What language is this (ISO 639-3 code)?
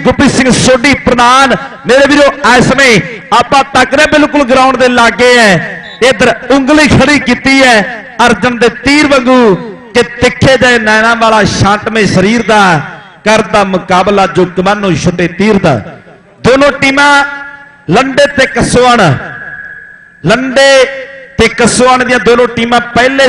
pan